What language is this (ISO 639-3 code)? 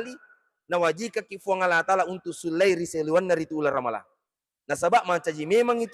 bug